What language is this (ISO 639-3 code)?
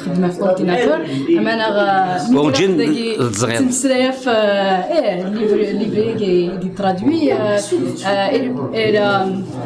kab